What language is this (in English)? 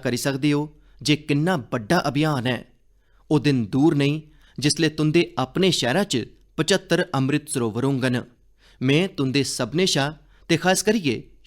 Dogri